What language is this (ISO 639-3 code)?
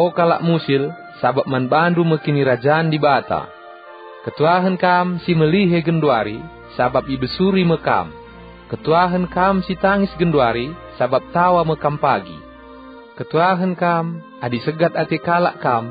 btx